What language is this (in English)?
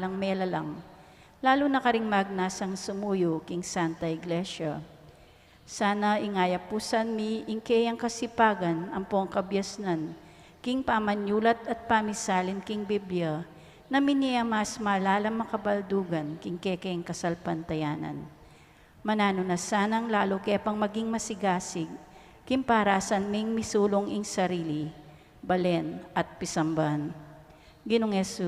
Pampanga